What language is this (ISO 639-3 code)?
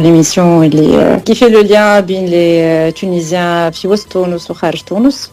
aeb